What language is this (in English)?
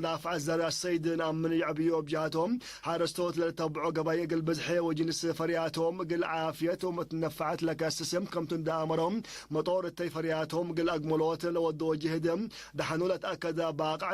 Tigre